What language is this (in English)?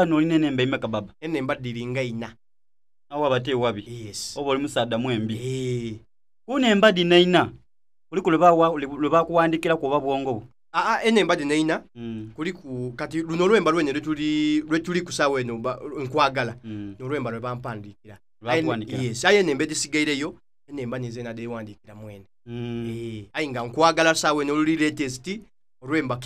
Soga